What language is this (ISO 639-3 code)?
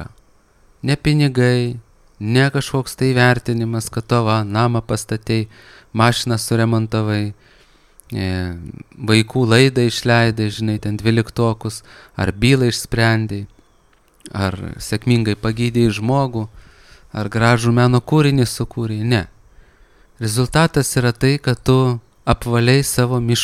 lit